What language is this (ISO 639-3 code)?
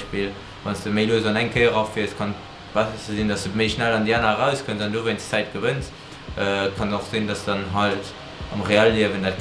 ltz